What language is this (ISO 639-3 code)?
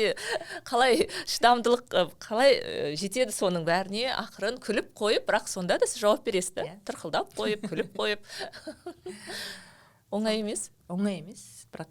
kaz